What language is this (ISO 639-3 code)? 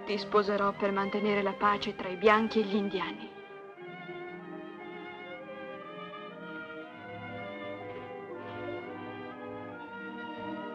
ita